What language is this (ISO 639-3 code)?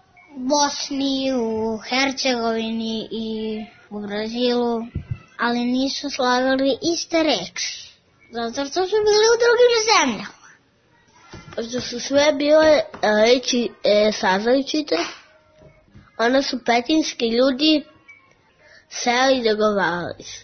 srp